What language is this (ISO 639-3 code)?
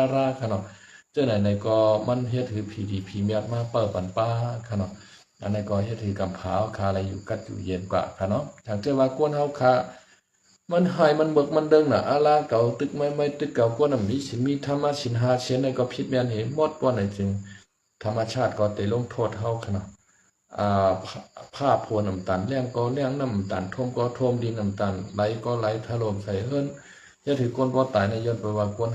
shn